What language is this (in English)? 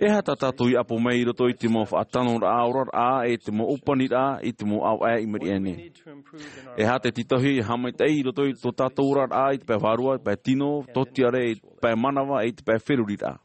Tahitian